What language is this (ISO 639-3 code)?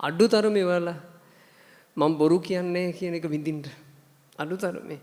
sin